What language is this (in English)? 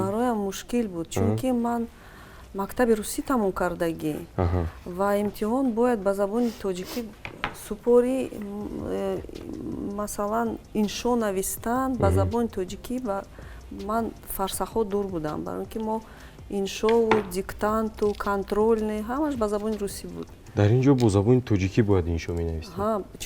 Tajik